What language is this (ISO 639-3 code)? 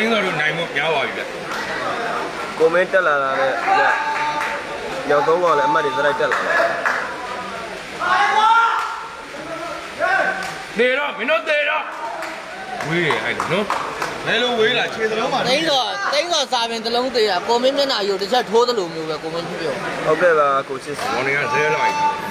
mya